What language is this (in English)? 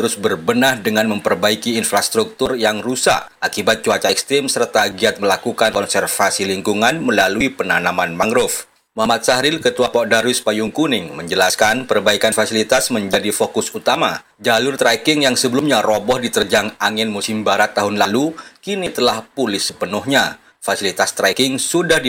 Indonesian